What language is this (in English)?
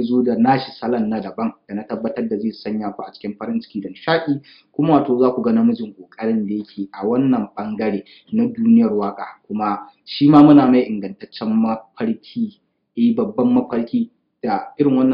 Hausa